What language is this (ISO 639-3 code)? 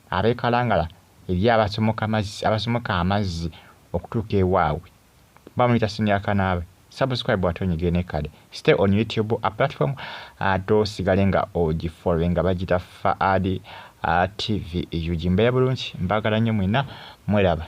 lug